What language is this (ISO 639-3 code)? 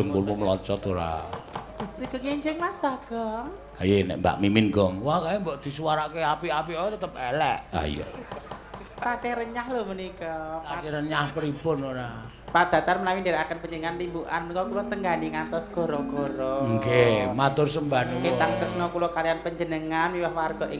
jav